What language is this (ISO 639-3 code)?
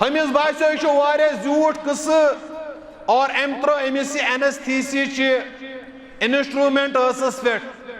kas